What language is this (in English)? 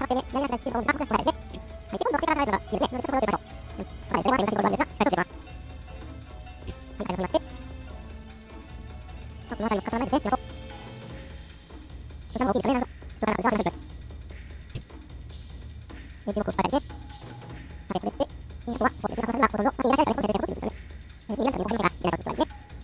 Japanese